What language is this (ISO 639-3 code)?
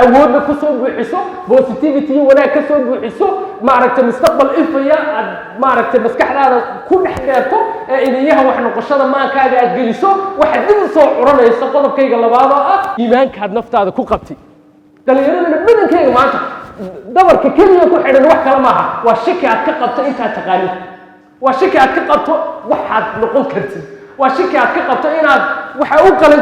som